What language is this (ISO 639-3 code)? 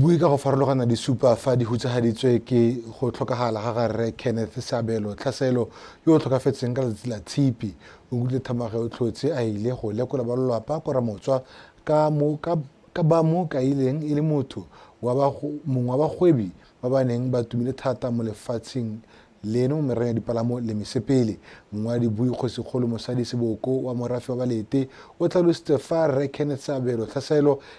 tsn